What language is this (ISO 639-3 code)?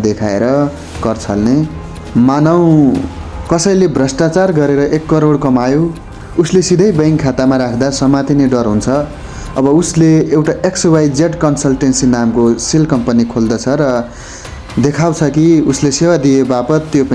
nep